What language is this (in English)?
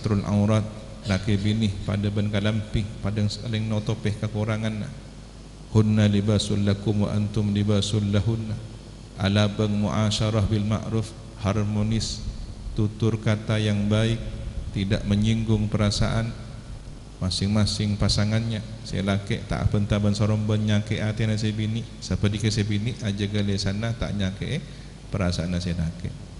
Madurese